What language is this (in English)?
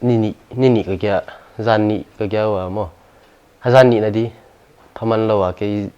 Paite Chin